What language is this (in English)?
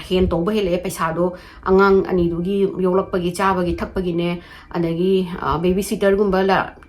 Manipuri